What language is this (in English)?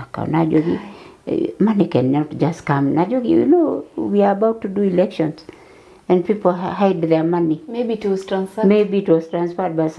Masai